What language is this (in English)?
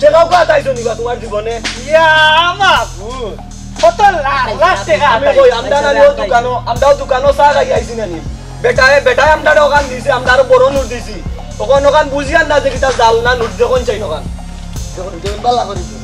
Sylheti